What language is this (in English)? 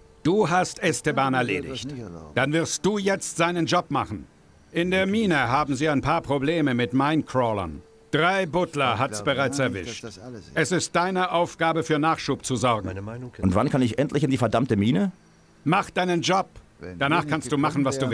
Bavarian